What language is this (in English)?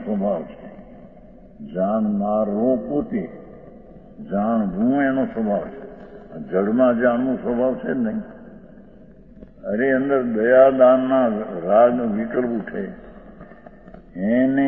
Gujarati